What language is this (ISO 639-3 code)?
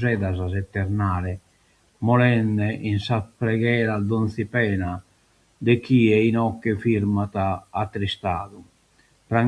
srd